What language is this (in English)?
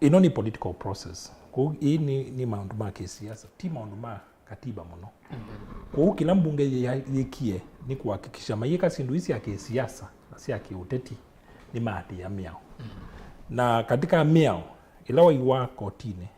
Kamba